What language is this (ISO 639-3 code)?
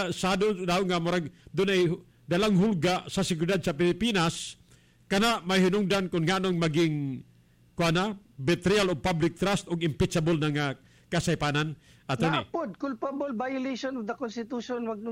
ceb